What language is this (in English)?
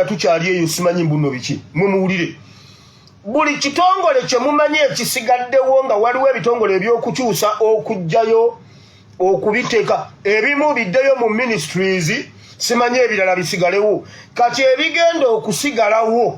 Ganda